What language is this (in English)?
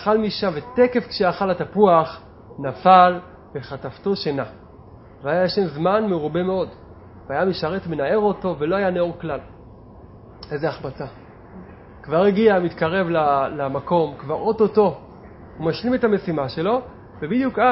Hebrew